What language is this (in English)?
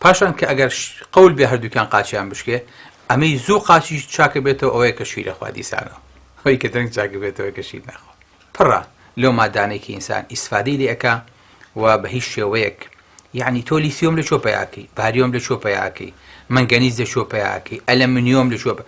Central Kurdish